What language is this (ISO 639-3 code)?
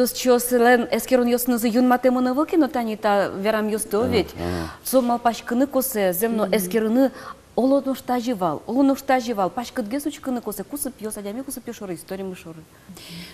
udm